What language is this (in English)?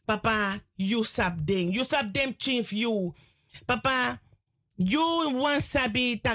Sranan Tongo